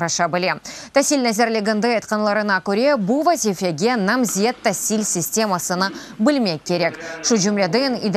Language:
Crimean Tatar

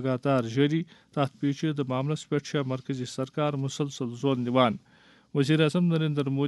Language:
Kashmiri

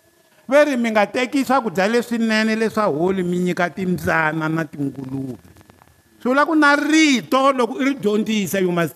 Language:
Tsonga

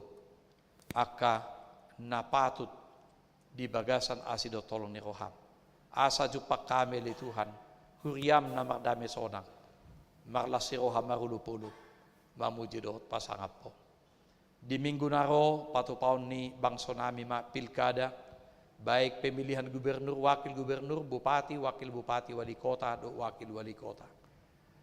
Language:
Batak Toba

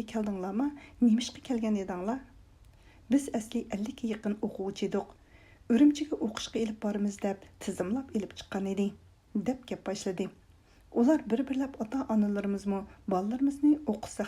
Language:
Uyghur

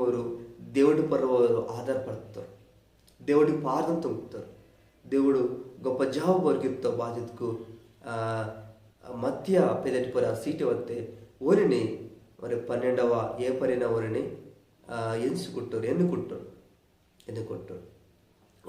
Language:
Koya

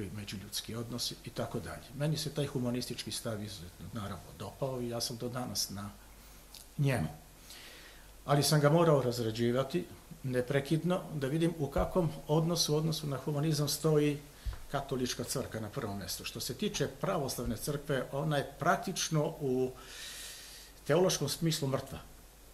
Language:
Serbian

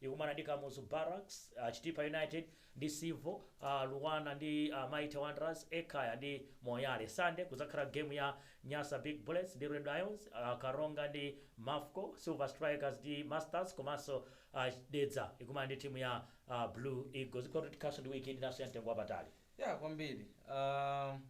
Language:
Nyanja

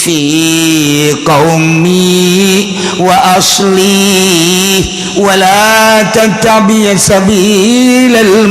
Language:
Sundanese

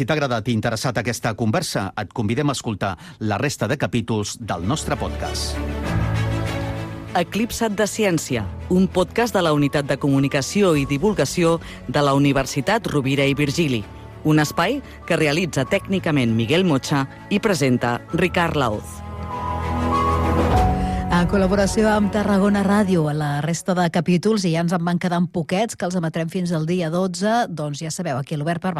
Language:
Catalan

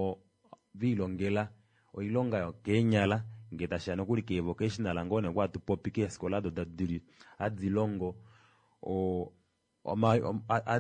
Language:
Kuanyama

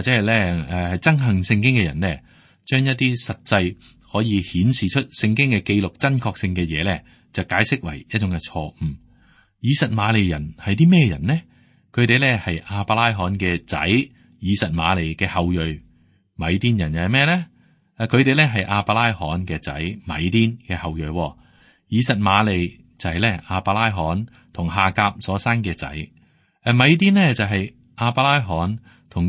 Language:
Cantonese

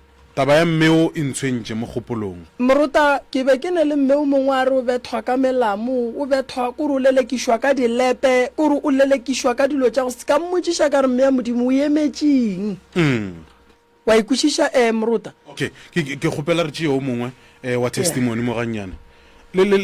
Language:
Northern Sotho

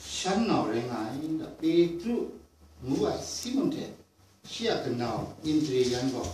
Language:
Kachin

